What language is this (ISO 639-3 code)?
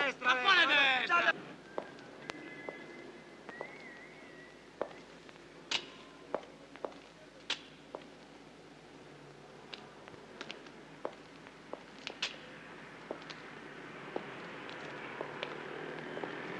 ita